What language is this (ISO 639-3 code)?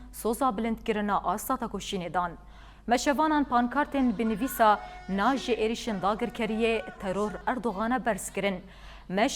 kur